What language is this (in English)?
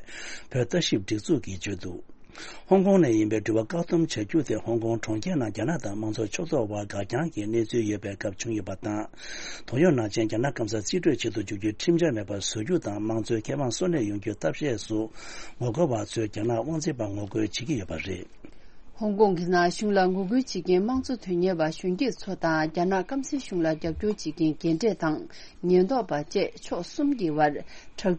Tibetan